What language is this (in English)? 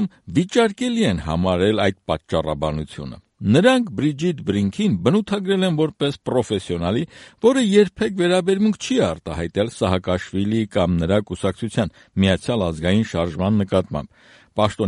Armenian